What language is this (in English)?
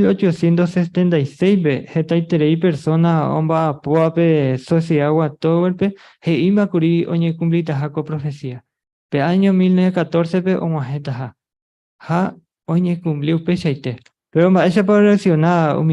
Guarani